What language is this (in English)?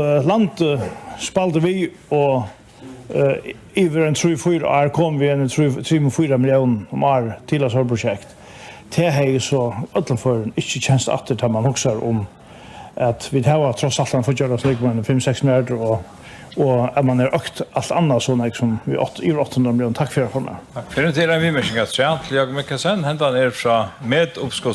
Faroese